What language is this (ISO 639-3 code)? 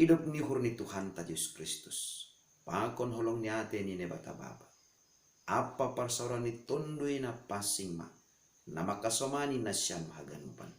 bts